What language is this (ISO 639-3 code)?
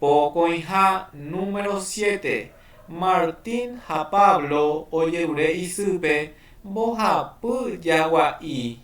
grn